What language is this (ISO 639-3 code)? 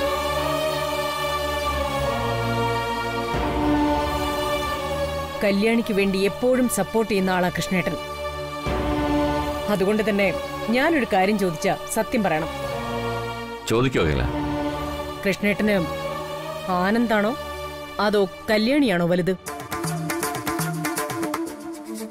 mal